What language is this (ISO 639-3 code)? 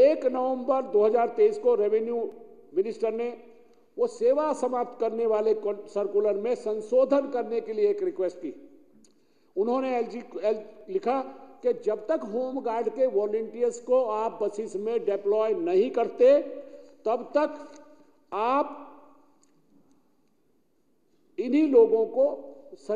hin